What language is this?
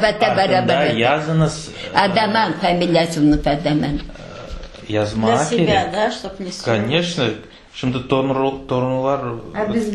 Crimean Tatar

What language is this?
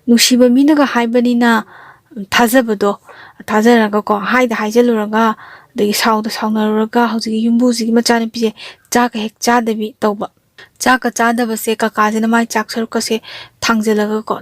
Manipuri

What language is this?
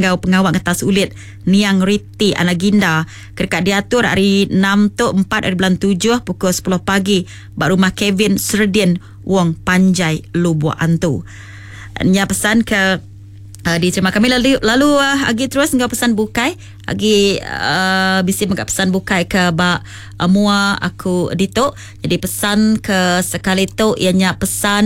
Iban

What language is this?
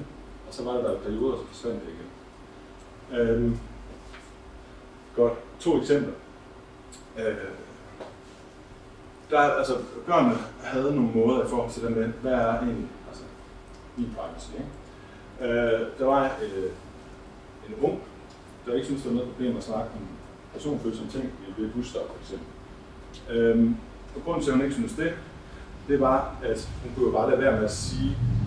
Danish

